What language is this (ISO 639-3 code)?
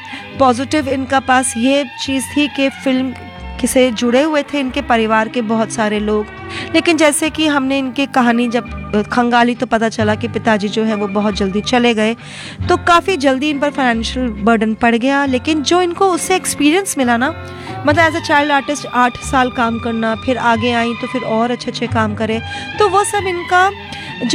hin